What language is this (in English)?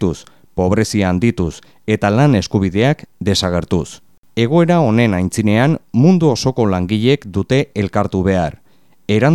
Basque